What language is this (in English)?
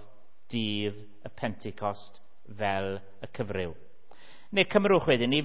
Welsh